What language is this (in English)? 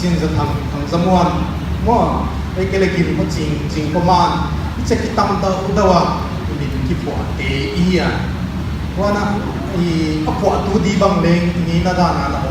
Paite Chin